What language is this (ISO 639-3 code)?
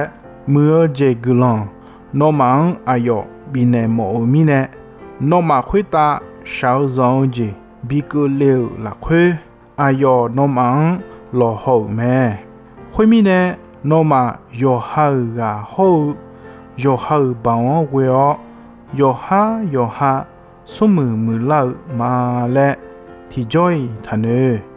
ahk